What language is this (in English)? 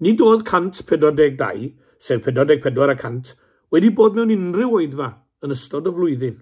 Welsh